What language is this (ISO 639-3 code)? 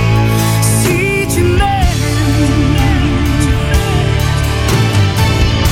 fra